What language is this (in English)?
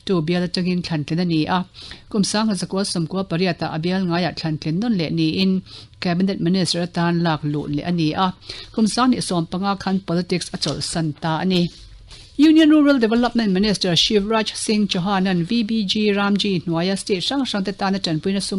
Mizo